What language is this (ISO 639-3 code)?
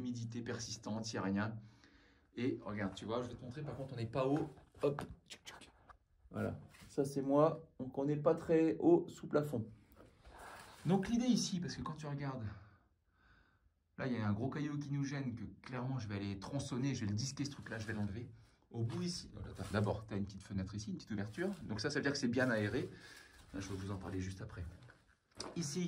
fra